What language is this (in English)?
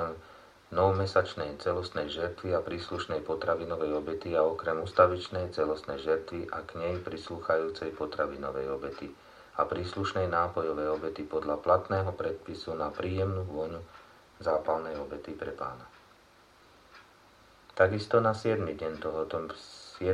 Slovak